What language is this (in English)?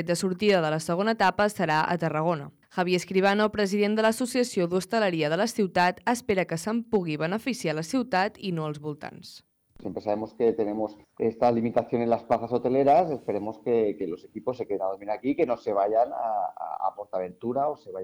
Catalan